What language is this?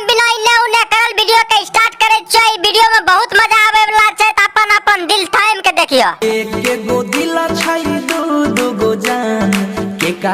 Maithili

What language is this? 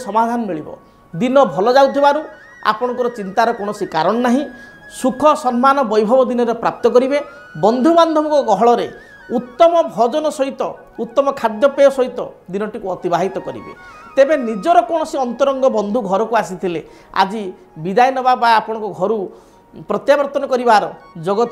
Odia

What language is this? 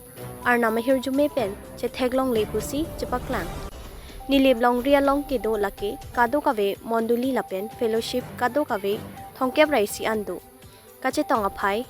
Karbi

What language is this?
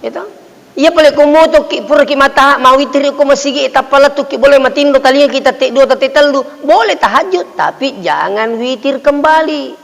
Buginese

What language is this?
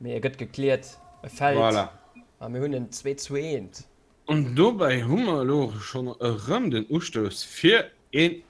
Luxembourgish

